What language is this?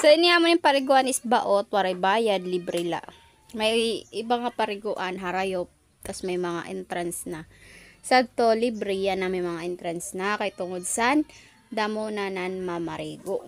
Waray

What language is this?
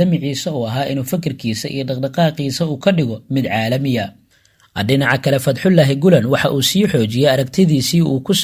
Somali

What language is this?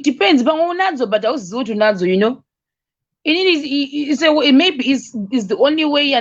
Shona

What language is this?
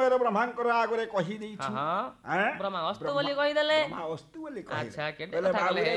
Odia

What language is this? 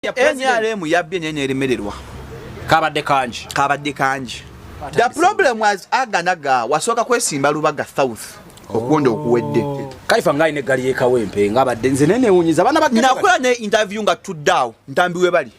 Ganda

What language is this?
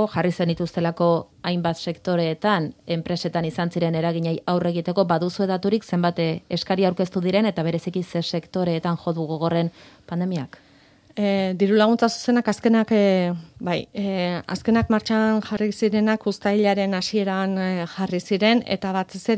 Basque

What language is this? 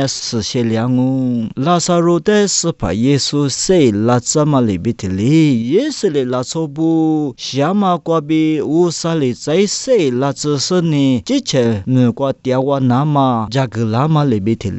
Lisu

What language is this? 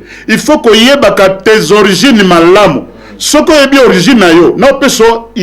Lingala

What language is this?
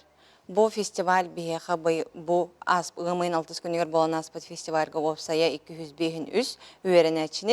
Yakut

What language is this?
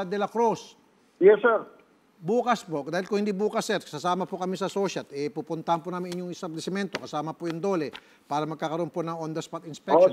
Filipino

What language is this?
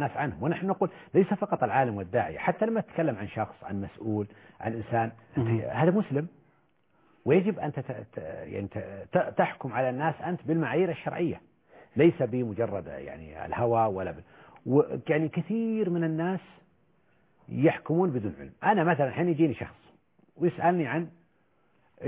Arabic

